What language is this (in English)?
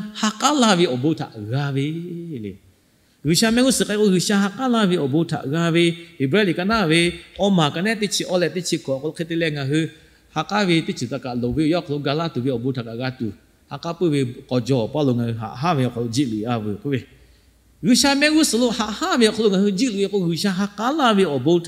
Lahu